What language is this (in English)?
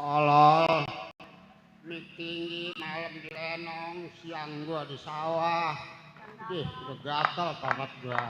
Betawi